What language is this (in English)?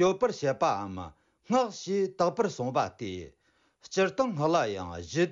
Tibetan